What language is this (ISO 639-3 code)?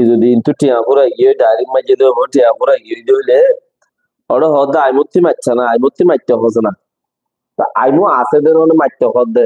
rhg